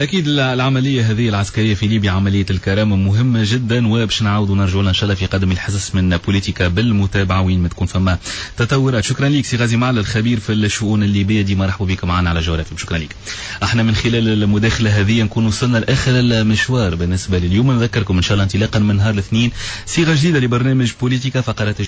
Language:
Tunisian Arabic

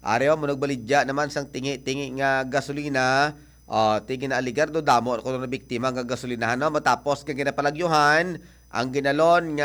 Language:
Hiligaynon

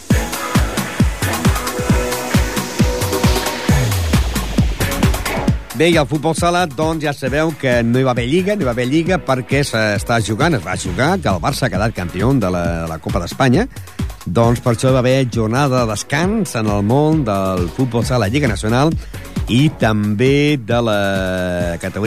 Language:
Catalan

